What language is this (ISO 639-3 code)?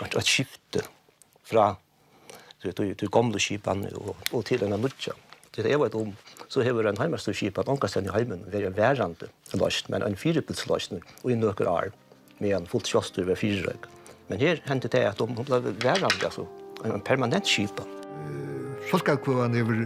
fao